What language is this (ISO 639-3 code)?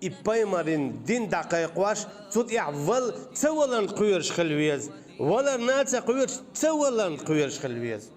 che